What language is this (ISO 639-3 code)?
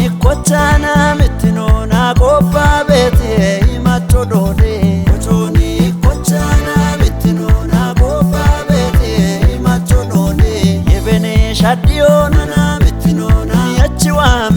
kbr